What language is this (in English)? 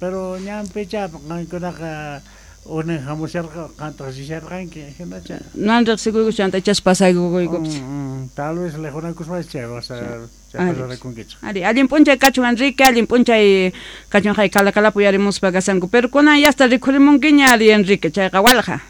Quechua